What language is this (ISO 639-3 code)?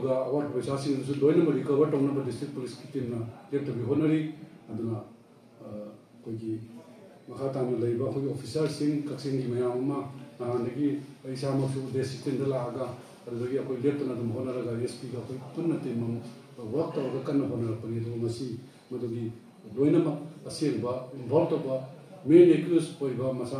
mni